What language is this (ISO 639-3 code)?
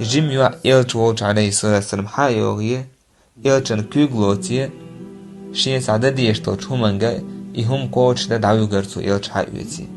che